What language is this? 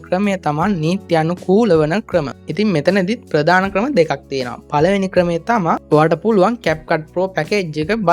Sinhala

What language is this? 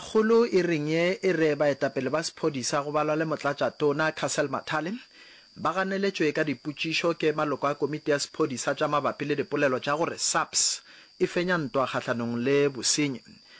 Northern Sotho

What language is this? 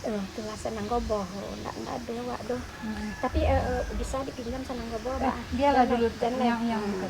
Minangkabau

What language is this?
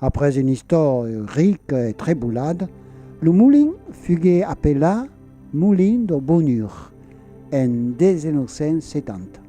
Occitan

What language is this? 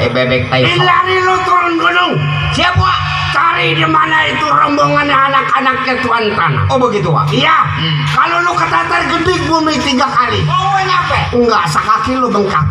Betawi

